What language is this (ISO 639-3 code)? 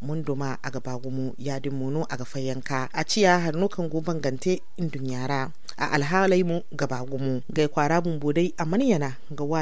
dje